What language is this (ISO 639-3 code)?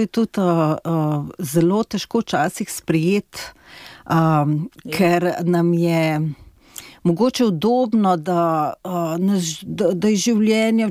slv